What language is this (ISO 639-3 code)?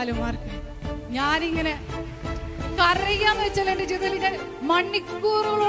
mal